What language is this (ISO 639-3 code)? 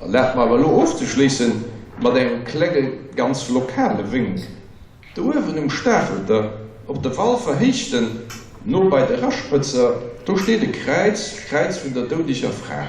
ltz